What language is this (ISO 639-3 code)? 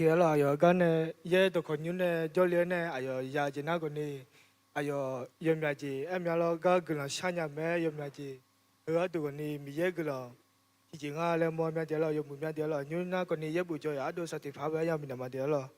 ahk